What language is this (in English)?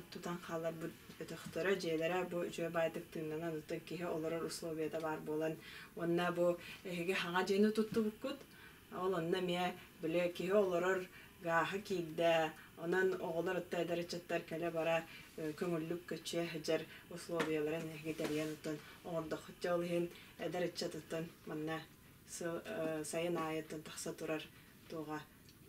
Yakut